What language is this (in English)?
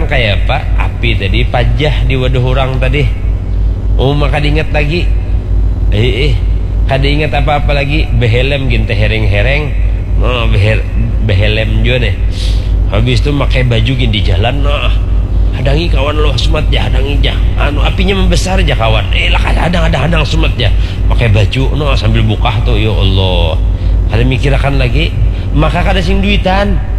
Banjar